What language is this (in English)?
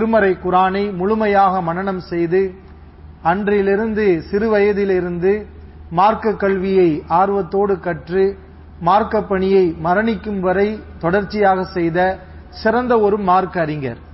Tamil